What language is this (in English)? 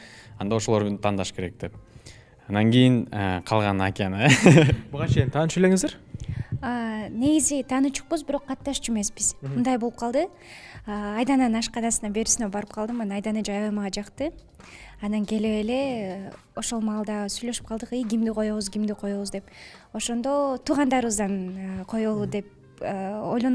Kyrgyz